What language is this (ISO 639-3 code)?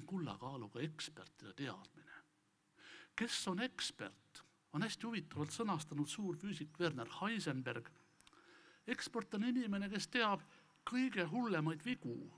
est